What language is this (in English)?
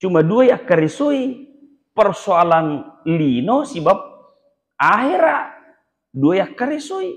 Buginese